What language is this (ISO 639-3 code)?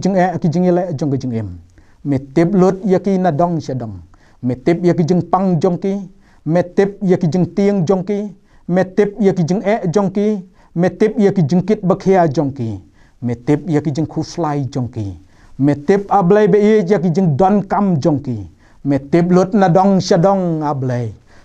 kha